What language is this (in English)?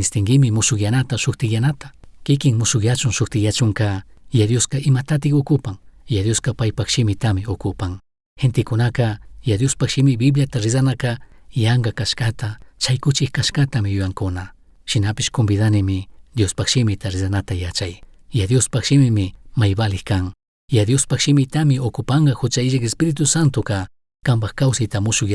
Chimborazo Highland Quichua